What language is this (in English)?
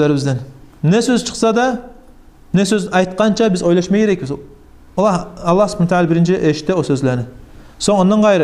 Kumyk